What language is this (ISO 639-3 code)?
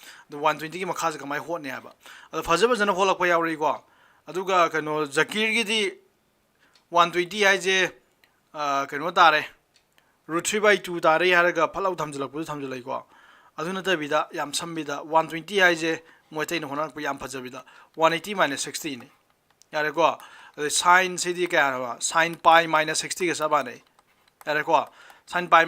mni